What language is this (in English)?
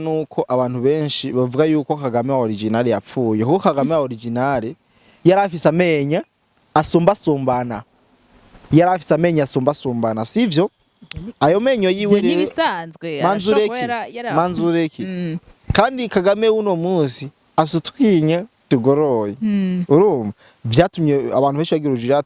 Rundi